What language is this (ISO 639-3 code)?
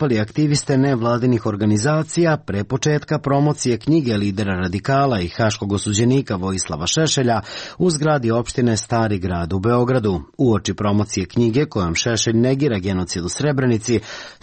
srp